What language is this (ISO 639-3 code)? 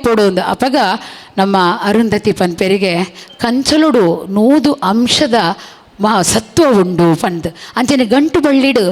tcy